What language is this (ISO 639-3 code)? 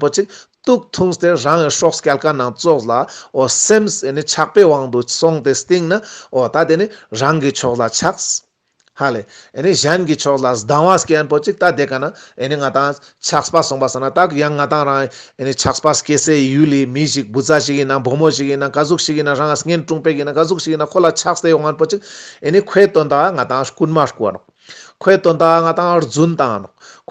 lbj